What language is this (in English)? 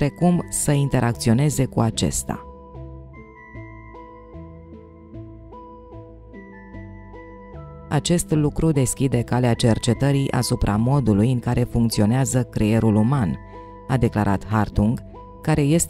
Romanian